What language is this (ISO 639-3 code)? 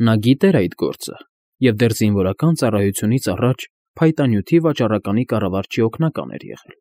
hye